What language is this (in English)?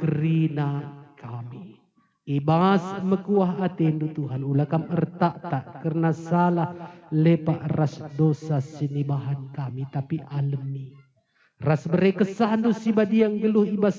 Batak Karo